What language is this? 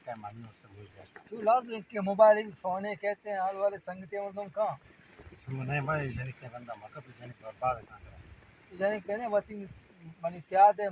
Eastern Balochi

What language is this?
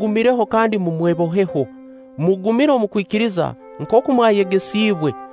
Nyankole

